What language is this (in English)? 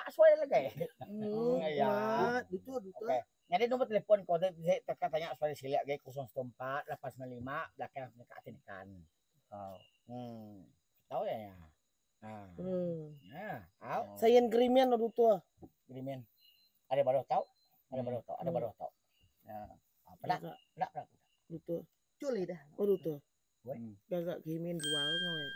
Iban